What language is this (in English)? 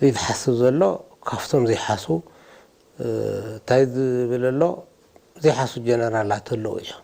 Tigrinya